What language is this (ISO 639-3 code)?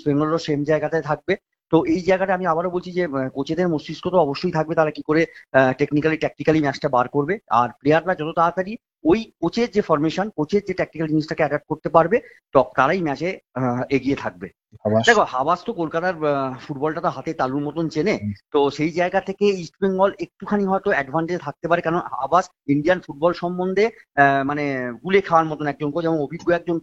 ben